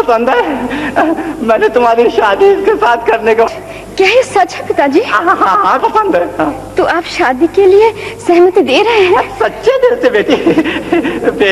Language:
Hindi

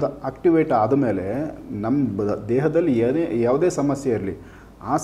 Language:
Kannada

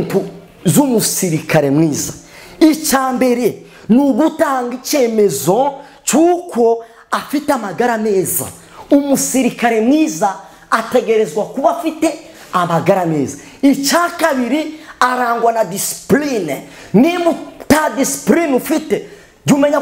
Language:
Kinyarwanda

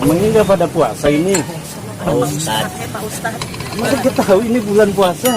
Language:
Betawi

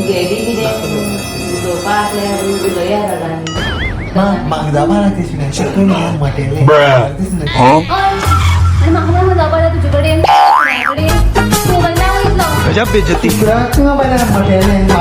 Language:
Konkani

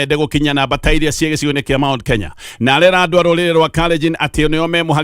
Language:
Kikuyu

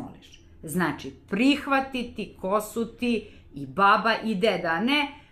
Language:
Serbian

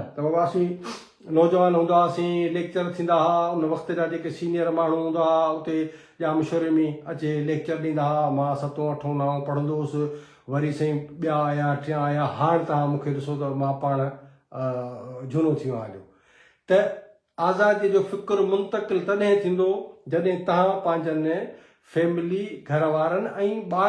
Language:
Sindhi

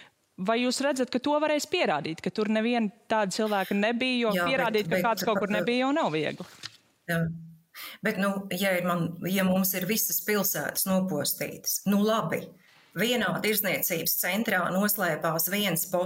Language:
Latvian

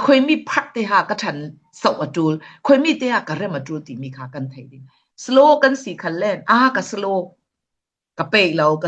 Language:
Falam Chin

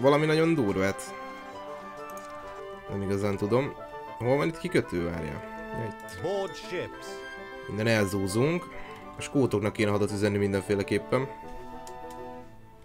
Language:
Hungarian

